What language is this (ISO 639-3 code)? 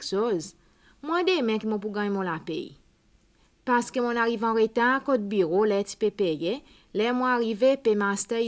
crs